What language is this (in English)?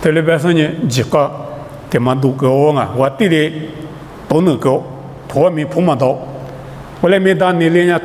Lisu